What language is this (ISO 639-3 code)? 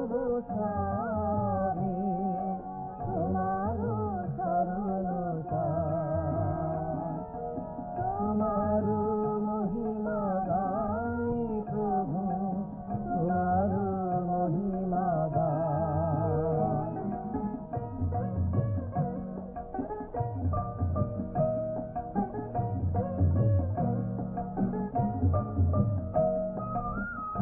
ben